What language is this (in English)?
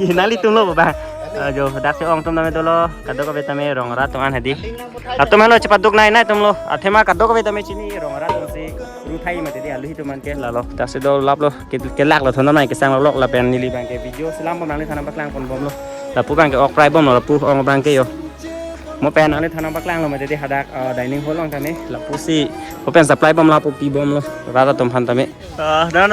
Karbi